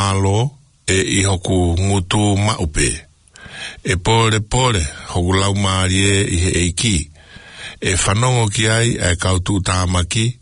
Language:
Tongan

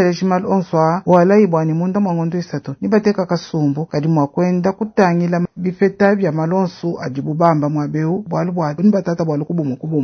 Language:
Luba-Lulua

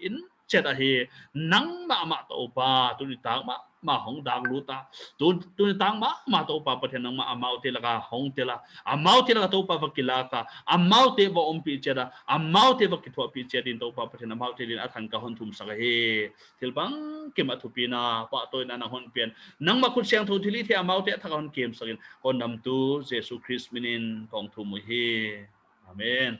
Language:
Paite Chin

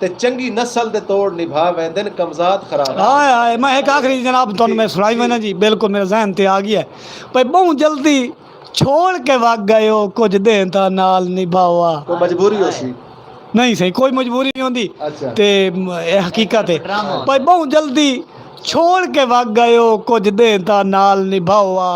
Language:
Saraiki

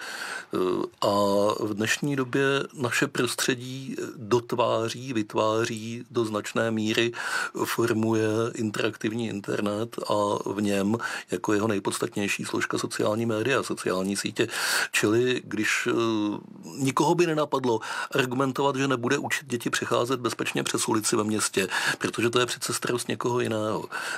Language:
Czech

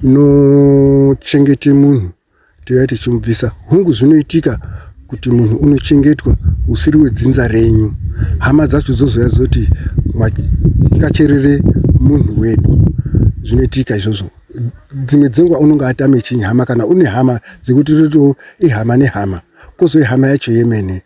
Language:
Shona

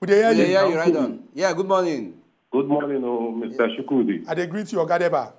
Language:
Nigerian Pidgin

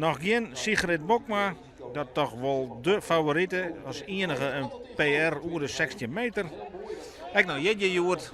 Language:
Western Frisian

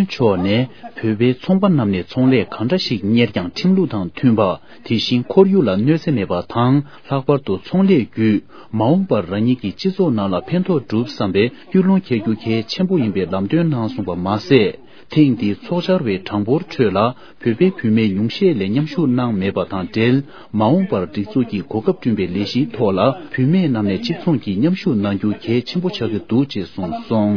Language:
Tibetan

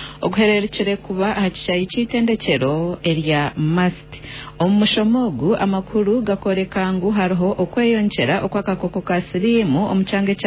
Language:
Nyankole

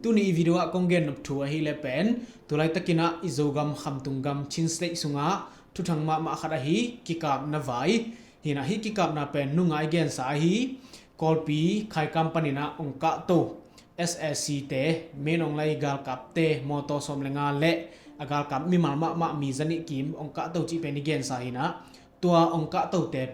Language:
Tedim Chin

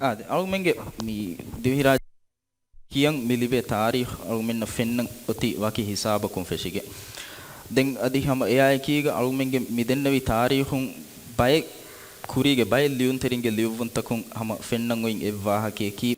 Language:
Divehi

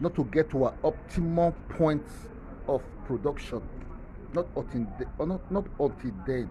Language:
Nigerian Pidgin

